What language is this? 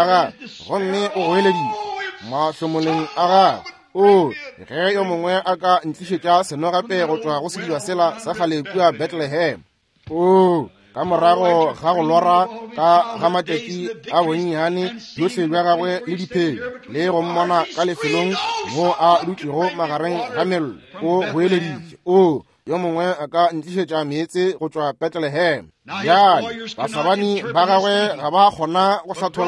Northern Sotho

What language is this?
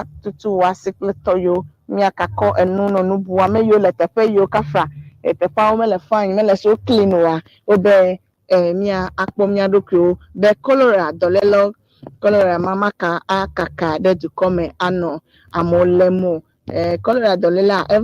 Ewe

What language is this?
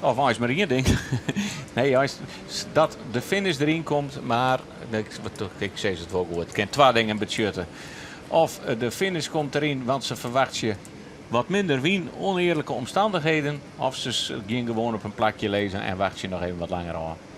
Western Frisian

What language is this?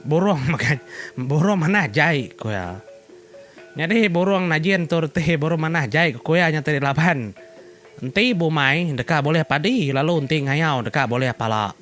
Iban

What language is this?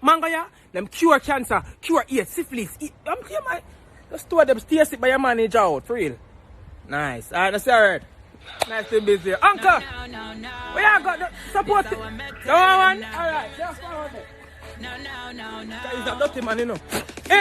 Jamaican Creole English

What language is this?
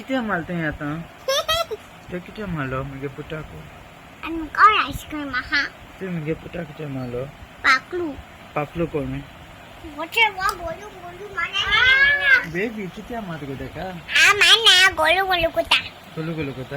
Konkani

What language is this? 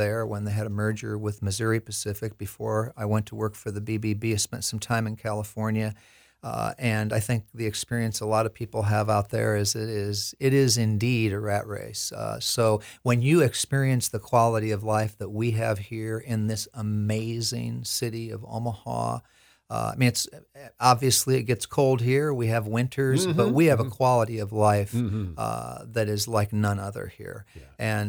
English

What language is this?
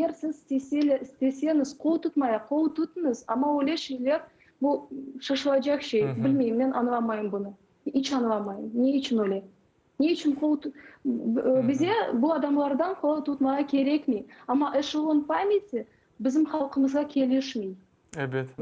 Crimean Tatar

